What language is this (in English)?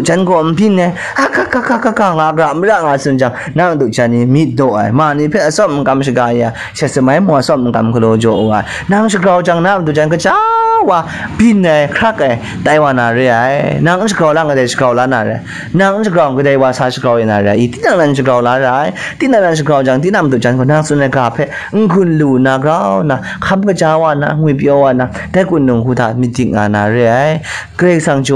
Kachin